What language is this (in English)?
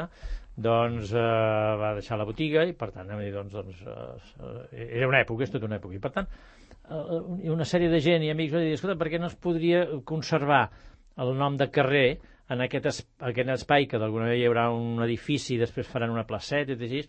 Catalan